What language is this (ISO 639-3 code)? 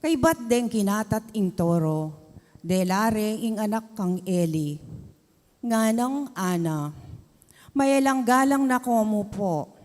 pam